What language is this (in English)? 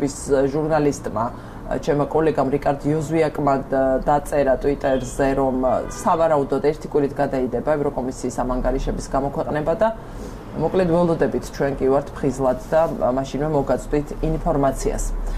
Georgian